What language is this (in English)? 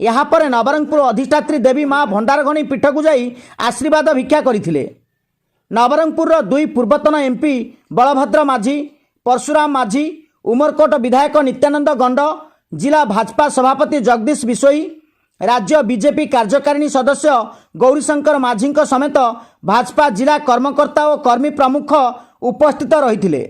Odia